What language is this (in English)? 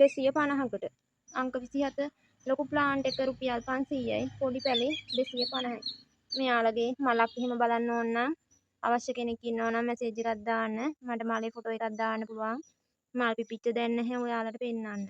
Sinhala